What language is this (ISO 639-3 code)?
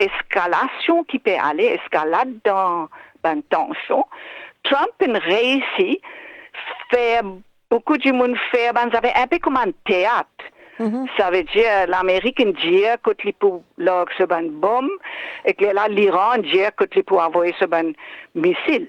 mfe